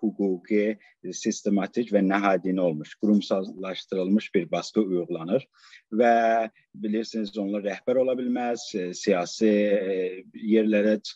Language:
South Azerbaijani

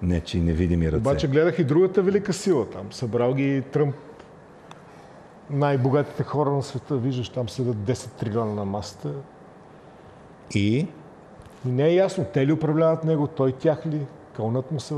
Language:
Bulgarian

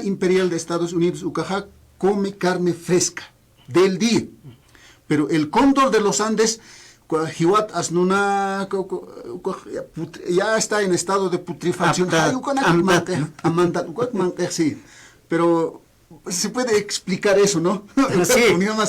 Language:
Aymara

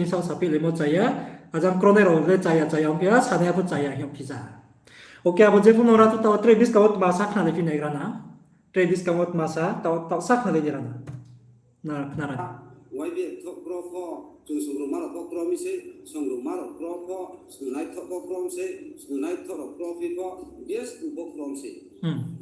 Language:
Riang (India)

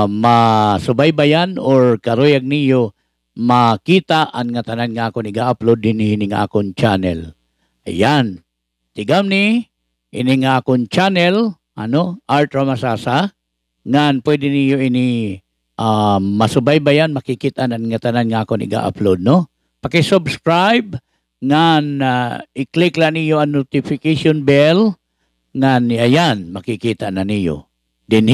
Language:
Waray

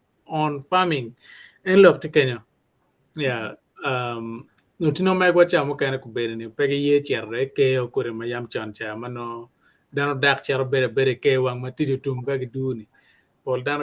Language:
Acoli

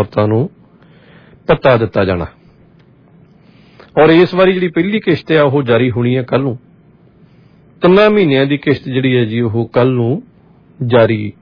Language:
Punjabi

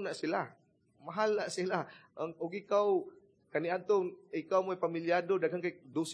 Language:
Cebuano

